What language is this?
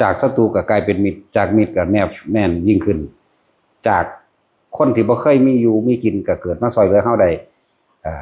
Northeastern Thai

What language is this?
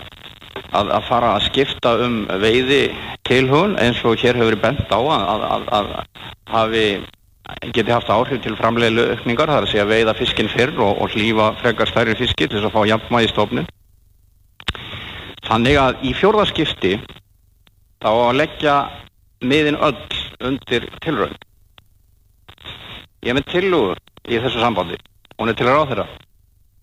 Icelandic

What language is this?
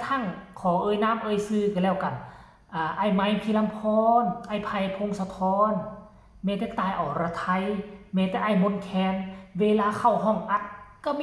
Northeastern Thai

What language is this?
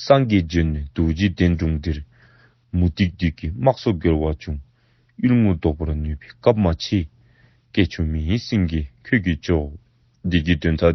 Dzongkha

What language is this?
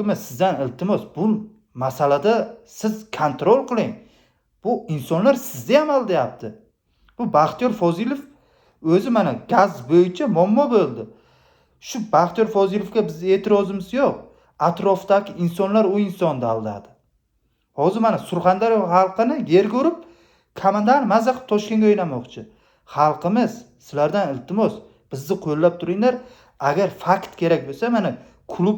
Uzbek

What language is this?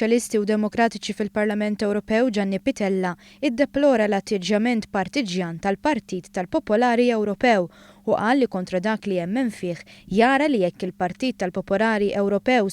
Maltese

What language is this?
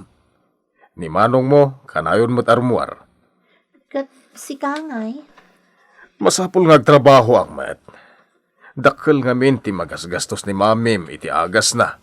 Iloko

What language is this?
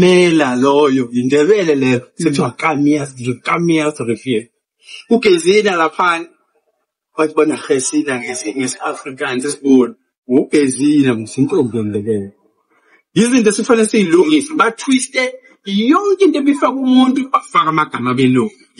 Zulu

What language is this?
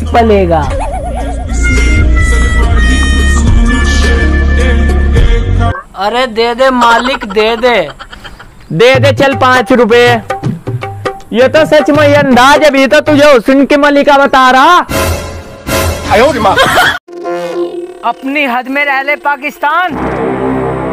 Hindi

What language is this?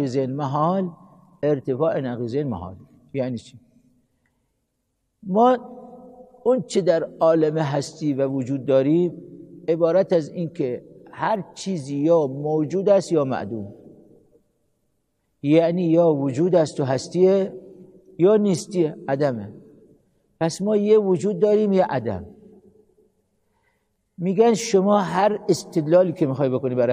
Persian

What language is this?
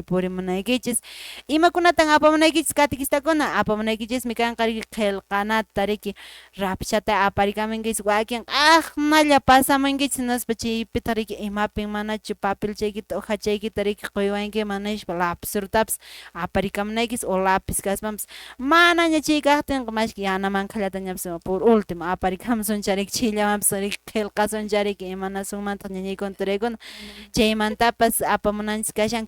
Quechua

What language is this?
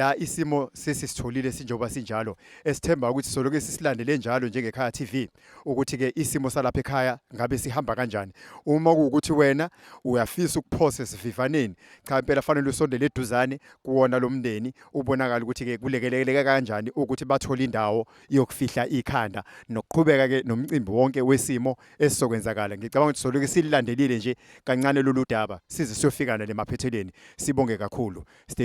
Zulu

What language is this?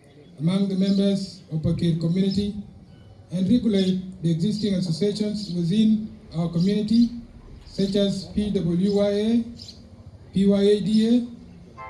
Dinka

